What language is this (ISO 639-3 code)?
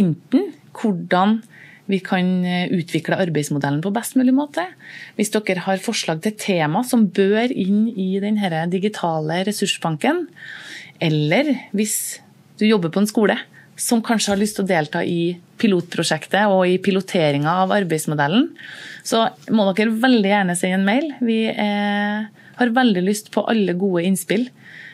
nor